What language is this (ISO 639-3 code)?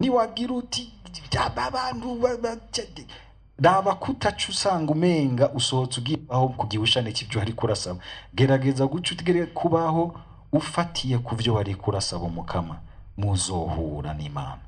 run